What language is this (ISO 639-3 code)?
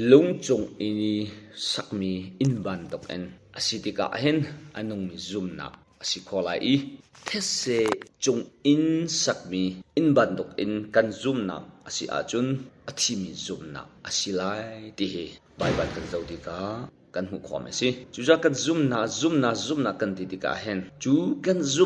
cnh